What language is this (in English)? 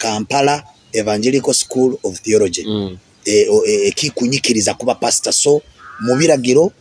Nyoro